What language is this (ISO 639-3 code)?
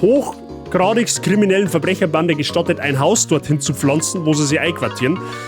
bar